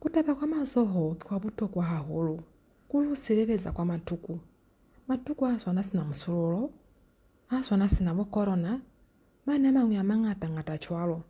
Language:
Lozi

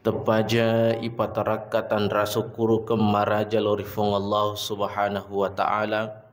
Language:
Buginese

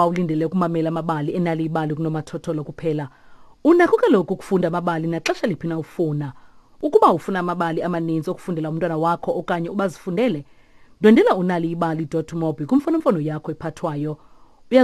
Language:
Xhosa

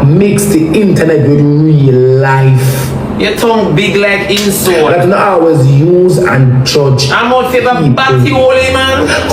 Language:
Jamaican Creole English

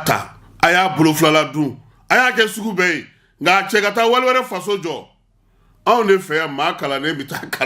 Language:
Bambara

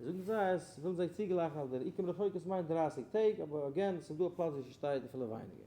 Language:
Yiddish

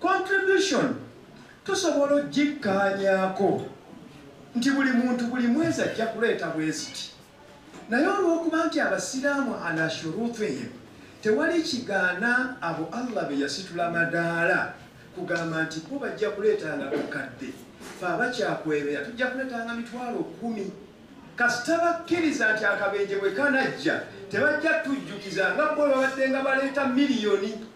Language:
Ganda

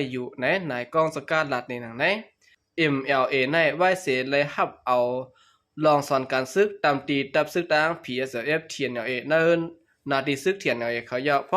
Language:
Shan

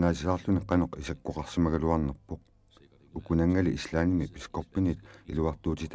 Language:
Kalaallisut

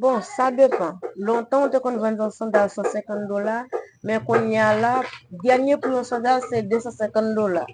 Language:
Haitian Creole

